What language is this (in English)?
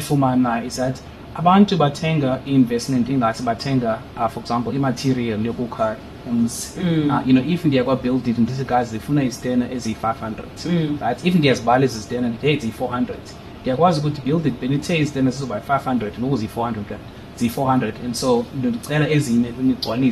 Xhosa